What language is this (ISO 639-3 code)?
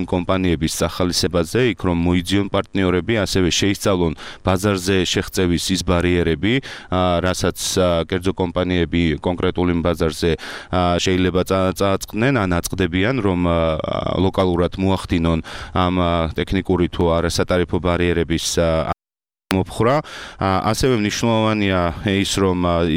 kat